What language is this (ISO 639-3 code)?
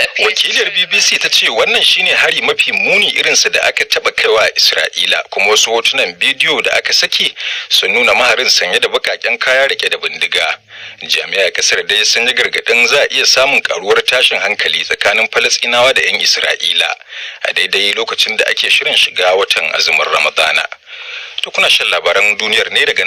hau